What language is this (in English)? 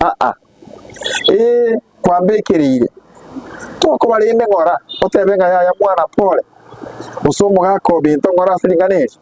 Gusii